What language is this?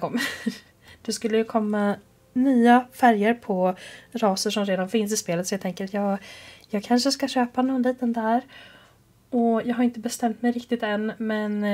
Swedish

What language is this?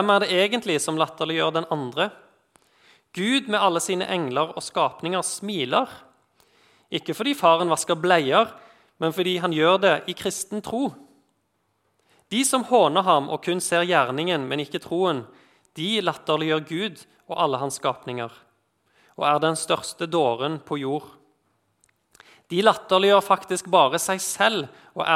Norwegian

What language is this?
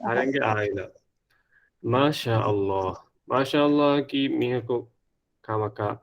Divehi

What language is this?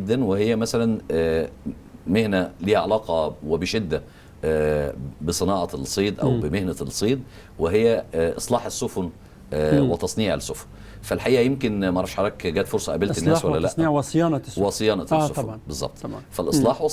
Egyptian Arabic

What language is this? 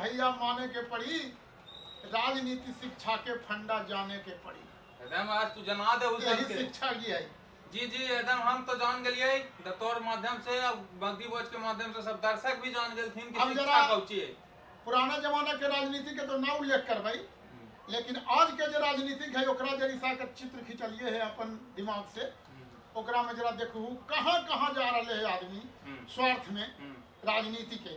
Magahi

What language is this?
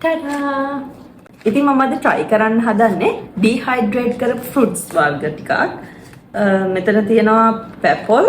Sinhala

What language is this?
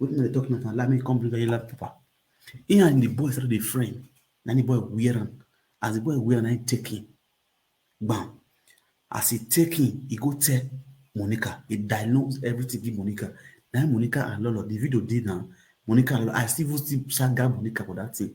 Nigerian Pidgin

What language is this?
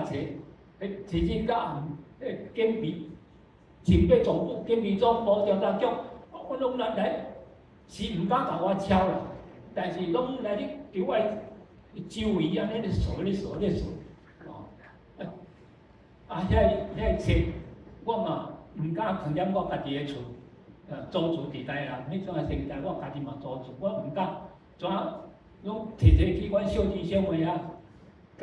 Min Nan Chinese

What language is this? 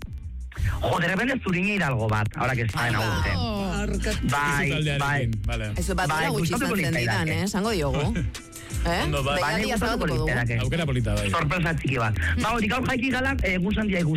Basque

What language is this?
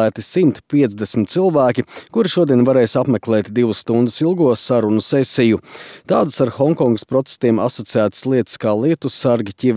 Latvian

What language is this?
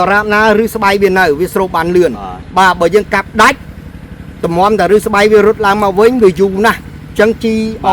Khmer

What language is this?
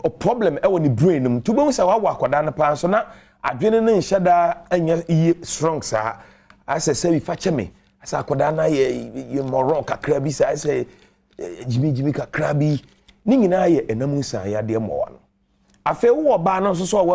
Akan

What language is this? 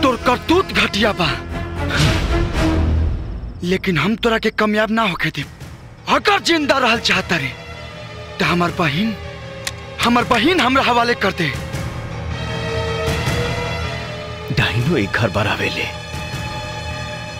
Bhojpuri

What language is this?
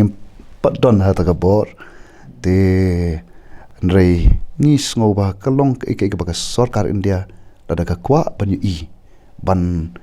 Khasi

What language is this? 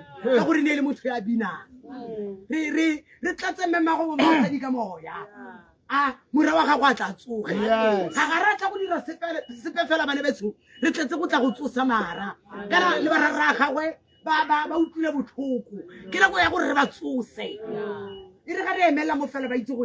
Tswana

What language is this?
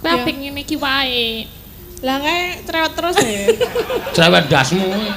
Javanese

